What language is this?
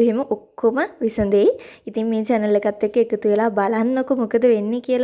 Sinhala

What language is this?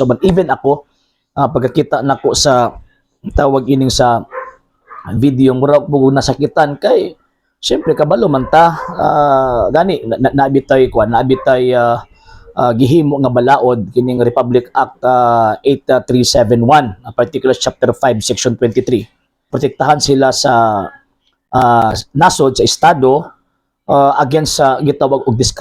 Cebuano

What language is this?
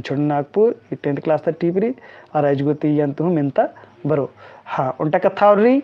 Kurukh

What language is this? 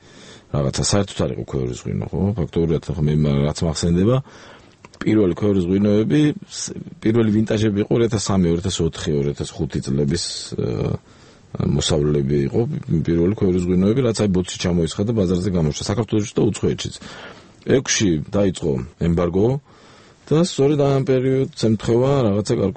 Georgian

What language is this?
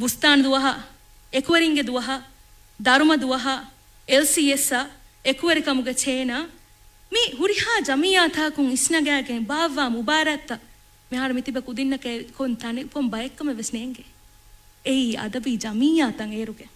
Divehi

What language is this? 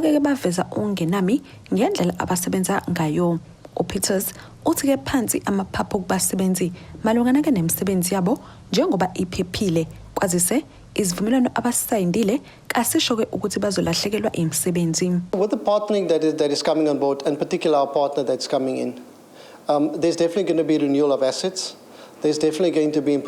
Zulu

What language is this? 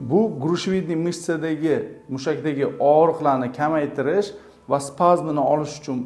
Uzbek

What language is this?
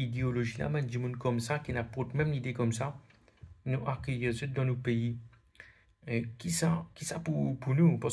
Morisyen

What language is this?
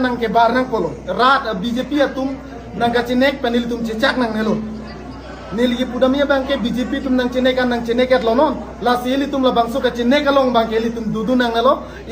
Karbi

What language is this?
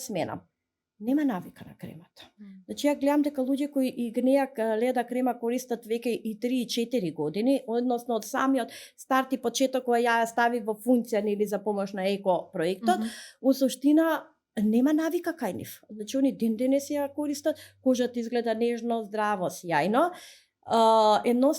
Macedonian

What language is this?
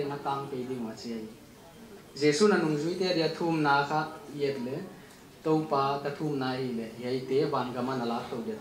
Paite Chin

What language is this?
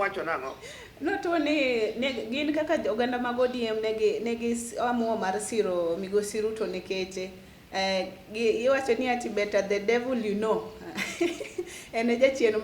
Luo (Kenya and Tanzania)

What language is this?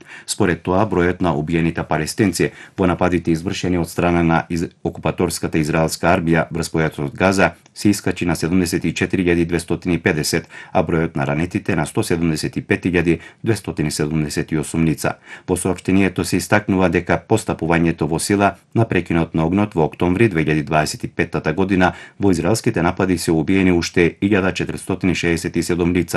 Macedonian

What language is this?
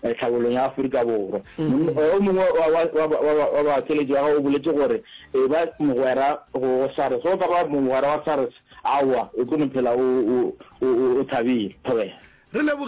Northern Sotho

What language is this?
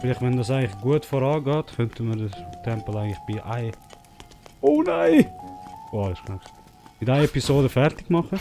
Swiss German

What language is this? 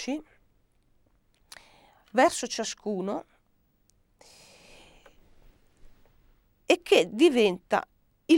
Italian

